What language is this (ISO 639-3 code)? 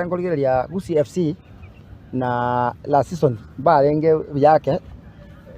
guz